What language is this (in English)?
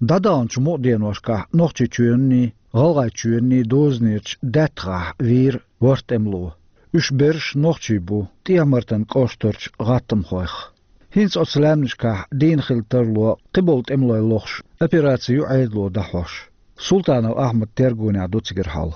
Chechen